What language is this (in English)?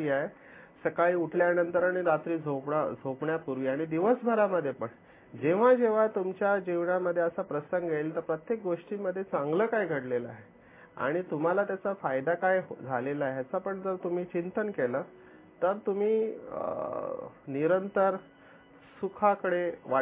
Marathi